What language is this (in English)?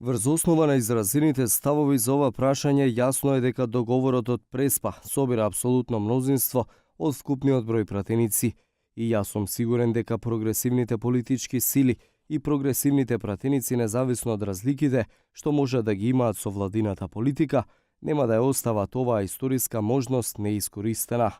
Macedonian